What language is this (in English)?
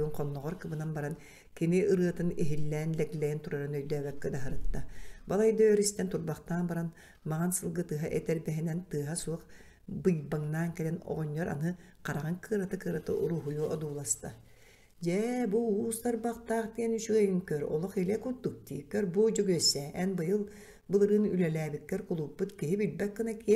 Yakut